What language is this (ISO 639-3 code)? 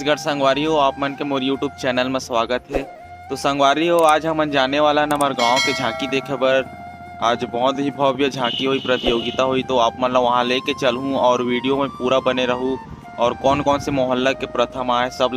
hne